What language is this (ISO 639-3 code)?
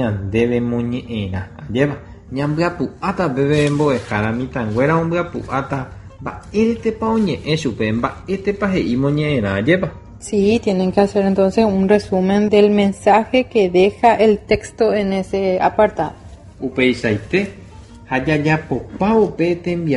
grn